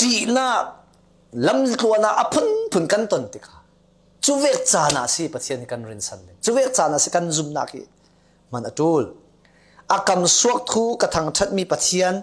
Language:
Falam Chin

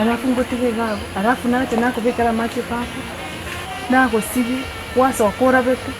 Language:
Gusii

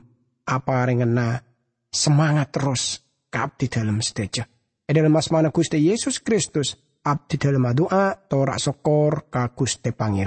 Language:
Madurese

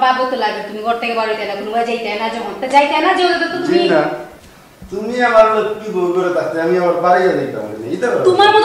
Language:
Sylheti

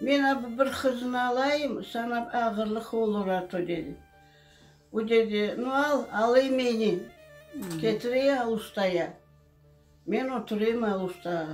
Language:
Crimean Tatar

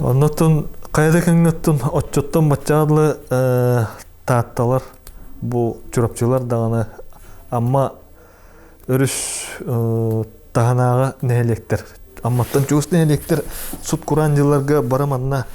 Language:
Yakut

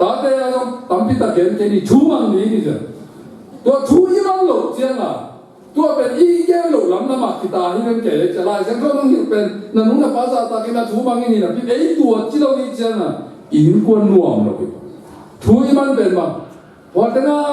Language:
Tedim Chin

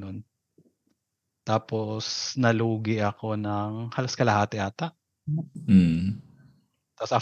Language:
Filipino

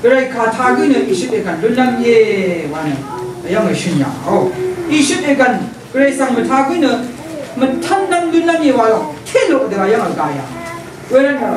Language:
Rawang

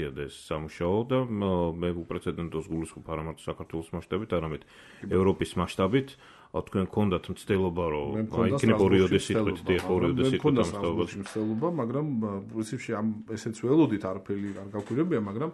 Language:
Georgian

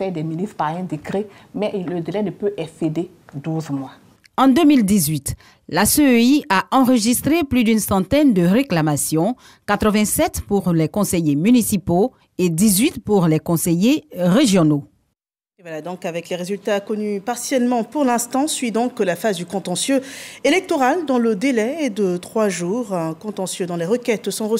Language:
French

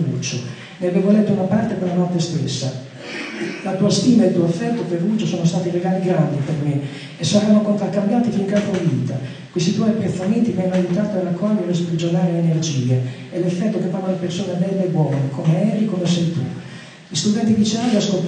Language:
Italian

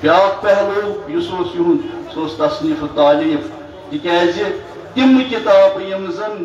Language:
Kashmiri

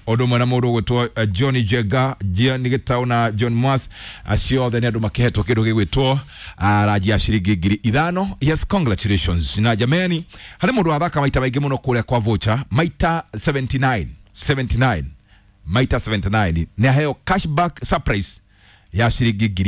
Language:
Kikuyu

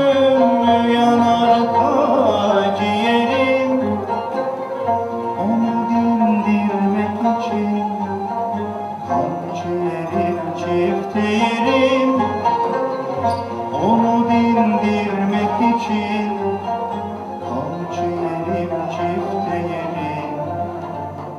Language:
Turkish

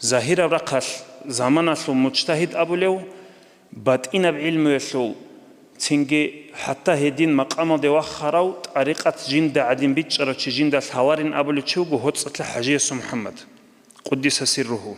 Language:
Avaric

